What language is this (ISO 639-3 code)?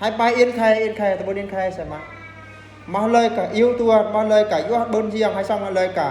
bru